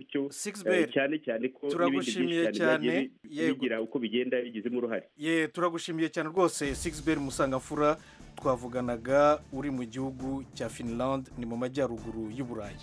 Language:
Kinyarwanda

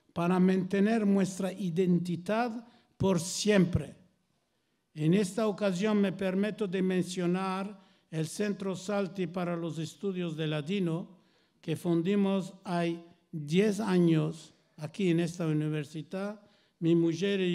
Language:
Ladino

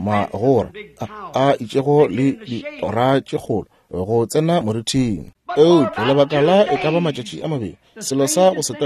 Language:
Northern Sotho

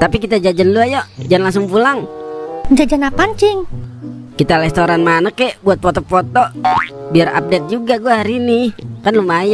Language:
Betawi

